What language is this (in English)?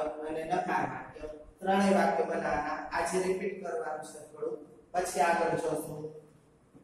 Gujarati